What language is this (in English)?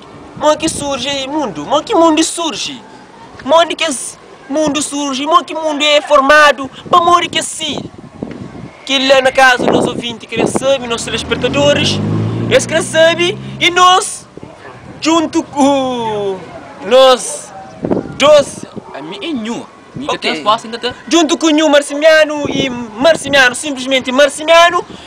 Kabuverdianu